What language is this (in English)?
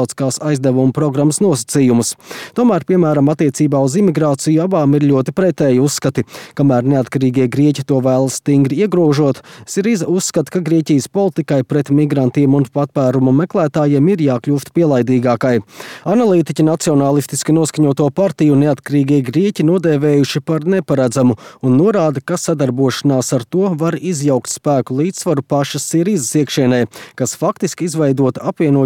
Latvian